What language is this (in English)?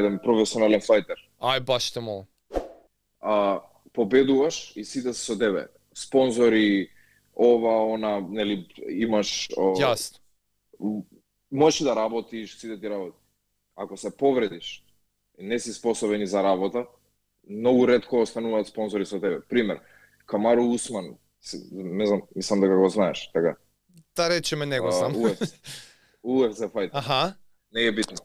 Macedonian